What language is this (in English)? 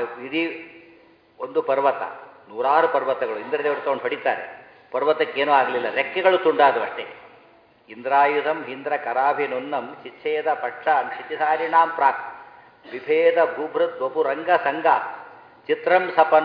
Kannada